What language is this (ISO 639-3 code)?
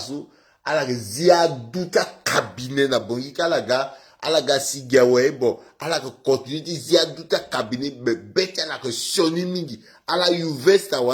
sag